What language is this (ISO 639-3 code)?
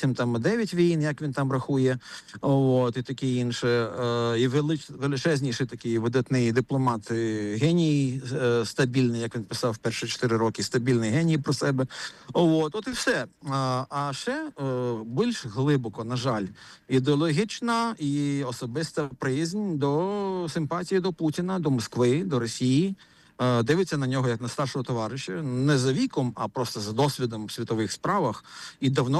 ukr